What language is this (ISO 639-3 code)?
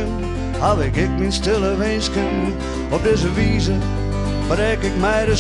fry